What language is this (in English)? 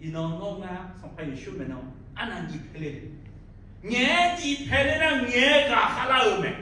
Akha